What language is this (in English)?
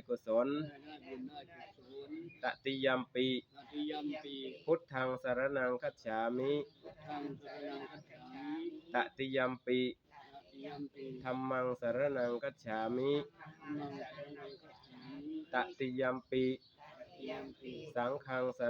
Northeastern Thai